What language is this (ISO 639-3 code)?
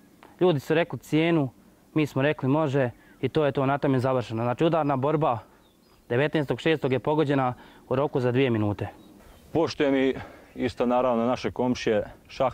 bos